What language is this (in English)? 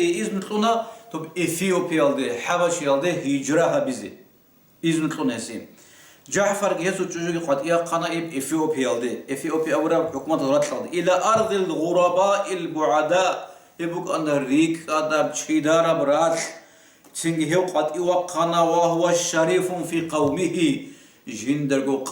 Avaric